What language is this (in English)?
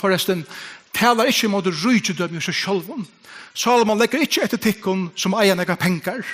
Faroese